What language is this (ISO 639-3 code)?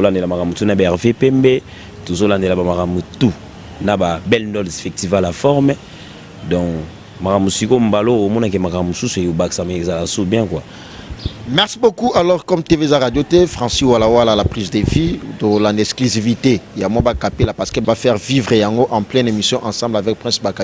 lin